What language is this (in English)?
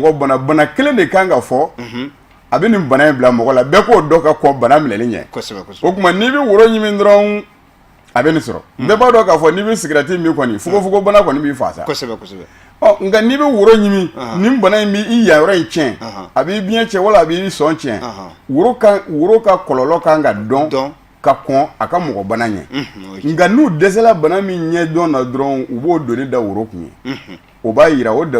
Bambara